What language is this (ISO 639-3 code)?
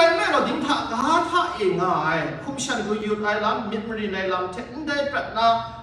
kac